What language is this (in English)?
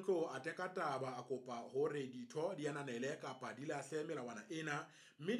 Southern Sotho